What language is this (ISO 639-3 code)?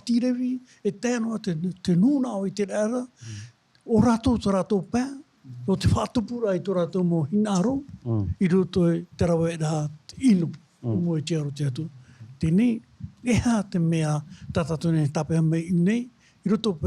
tah